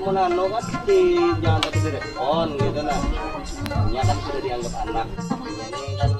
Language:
Banjar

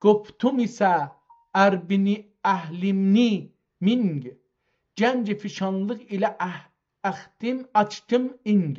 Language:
South Azerbaijani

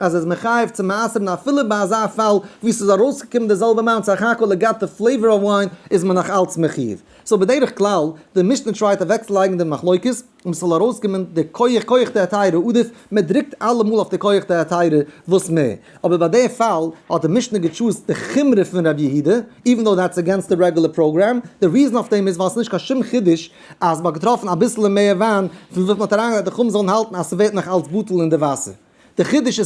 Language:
Yiddish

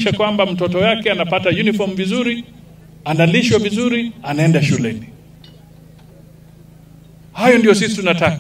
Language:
Swahili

